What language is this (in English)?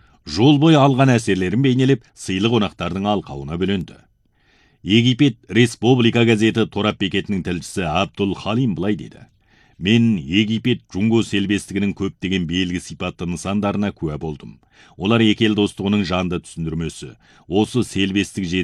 Kazakh